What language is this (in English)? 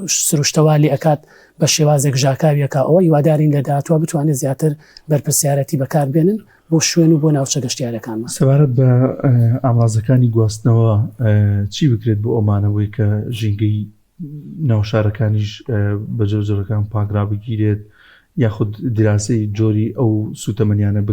Central Kurdish